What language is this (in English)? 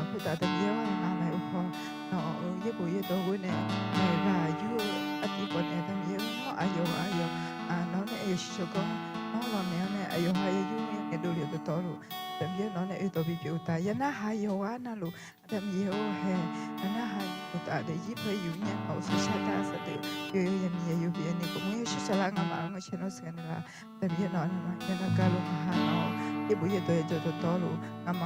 Akha